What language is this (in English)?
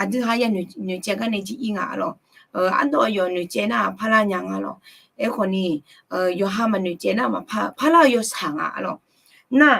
Akha